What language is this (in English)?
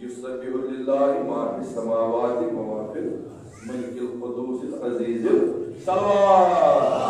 Kashmiri